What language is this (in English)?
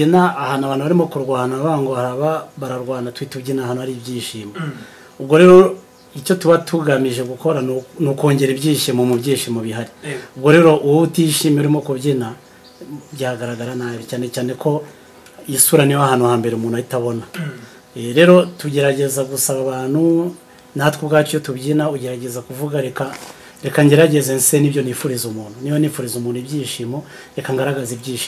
Kinyarwanda